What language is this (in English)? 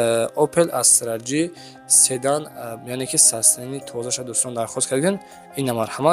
Tajik